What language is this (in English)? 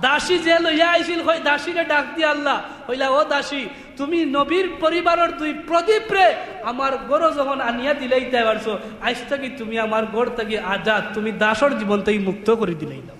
Sylheti